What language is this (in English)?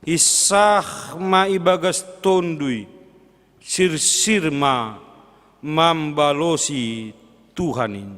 Batak Simalungun